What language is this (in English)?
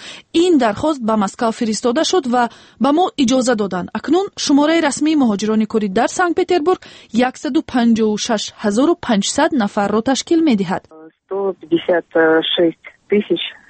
Tajik